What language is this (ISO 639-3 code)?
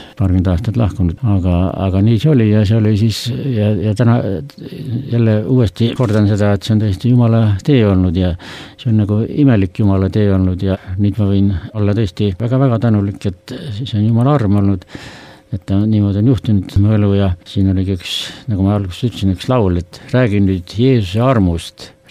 est